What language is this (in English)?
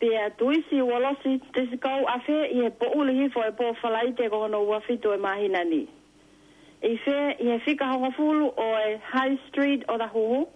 Tongan